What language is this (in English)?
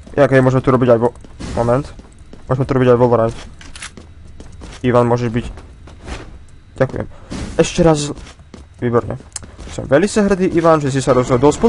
Slovak